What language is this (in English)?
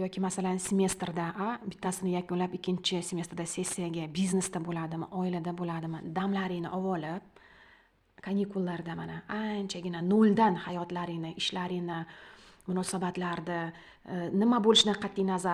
Uzbek